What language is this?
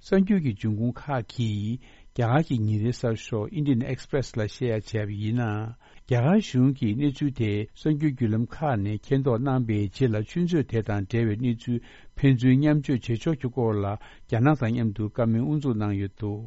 Tibetan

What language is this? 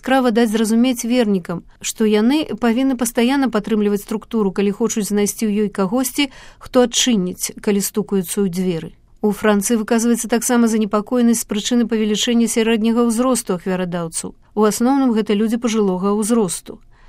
Belarusian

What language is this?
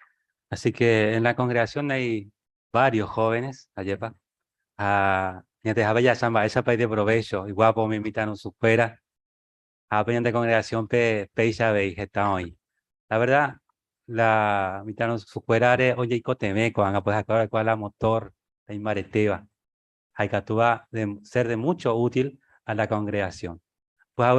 Guarani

